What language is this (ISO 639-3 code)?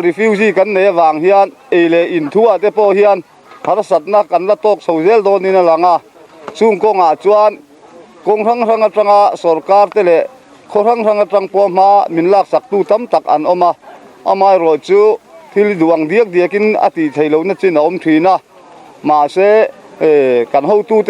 lus